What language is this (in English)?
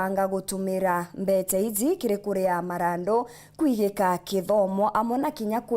Meru